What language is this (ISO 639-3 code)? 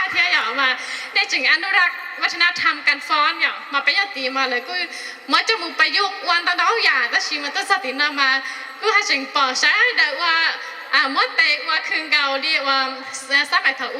hmn